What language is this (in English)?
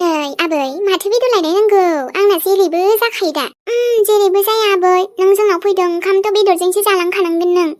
Bodo